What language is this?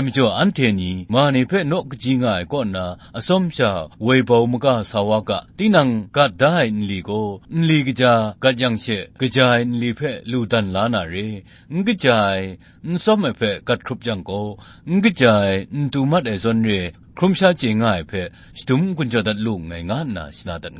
Kachin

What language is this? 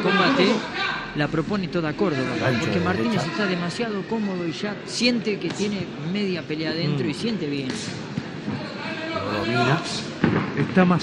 Spanish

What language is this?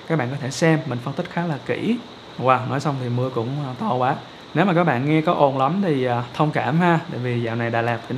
Vietnamese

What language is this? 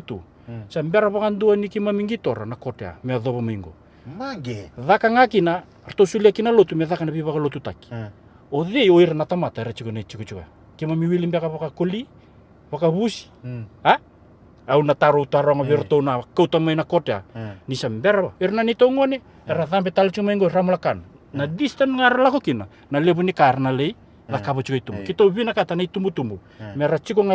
Fijian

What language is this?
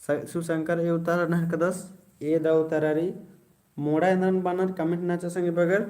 Kurukh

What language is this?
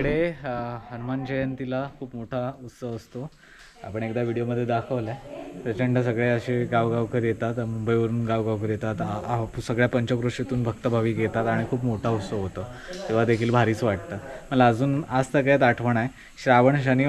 Marathi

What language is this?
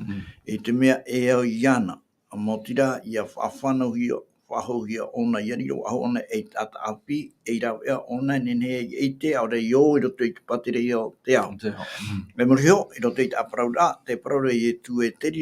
Tahitian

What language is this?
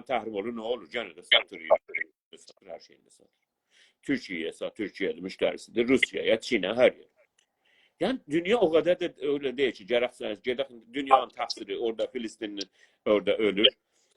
South Azerbaijani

